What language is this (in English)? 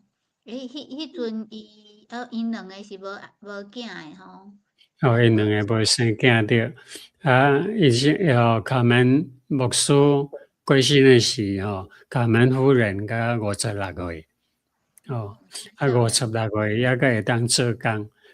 Min Nan Chinese